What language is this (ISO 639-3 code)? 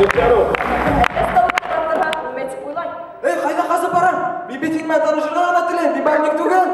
bak